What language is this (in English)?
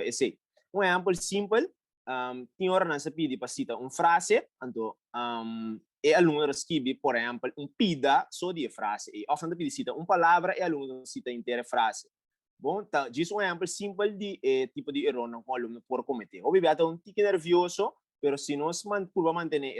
Papiamento